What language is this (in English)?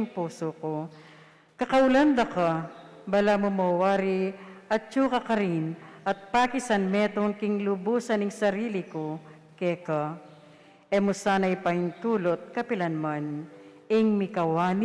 Pampanga